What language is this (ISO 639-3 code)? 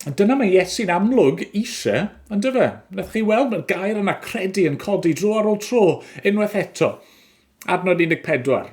cym